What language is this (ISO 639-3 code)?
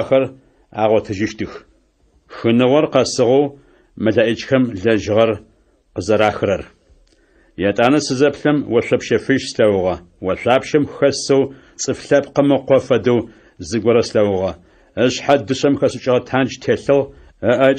ady